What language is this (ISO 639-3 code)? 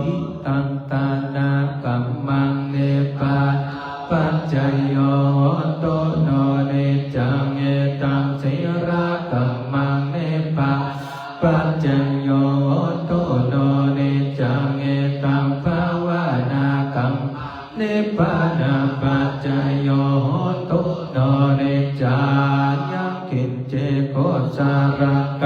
pli